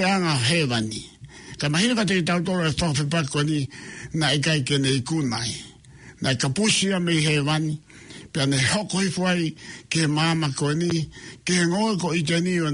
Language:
Tongan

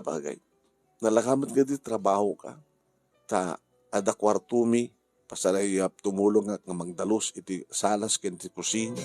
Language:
Iloko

